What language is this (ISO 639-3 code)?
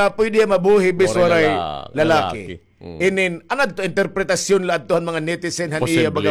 war